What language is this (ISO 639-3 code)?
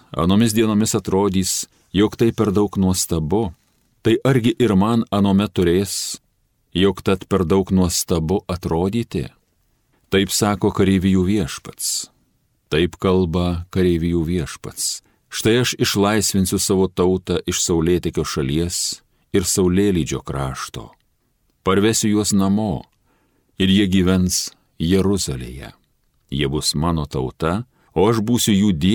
lit